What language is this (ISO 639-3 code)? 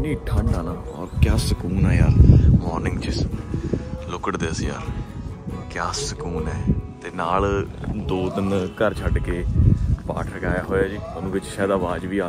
pan